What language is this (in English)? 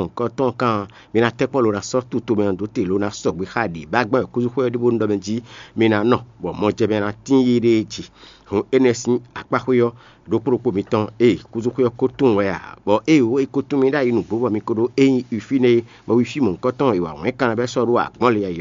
Fon